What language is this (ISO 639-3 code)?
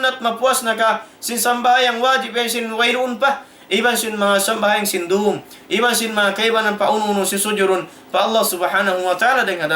tsg